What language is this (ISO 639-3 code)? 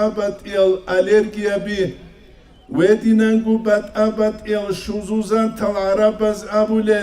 ava